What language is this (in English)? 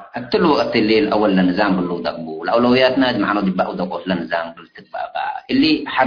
Tigre